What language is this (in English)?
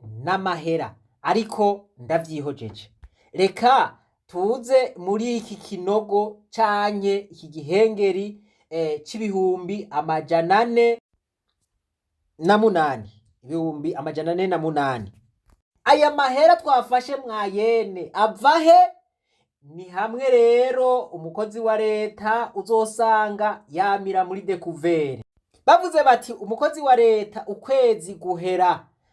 Rundi